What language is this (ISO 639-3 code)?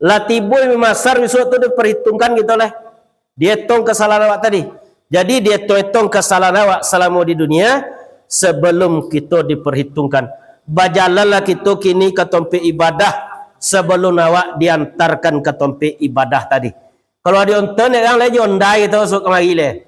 min